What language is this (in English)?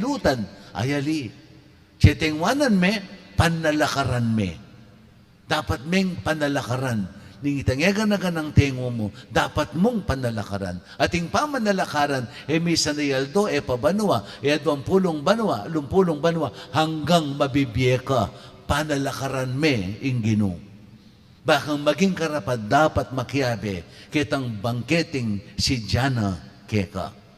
Pampanga